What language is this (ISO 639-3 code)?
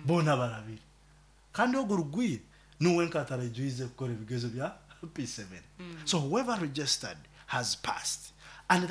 nyo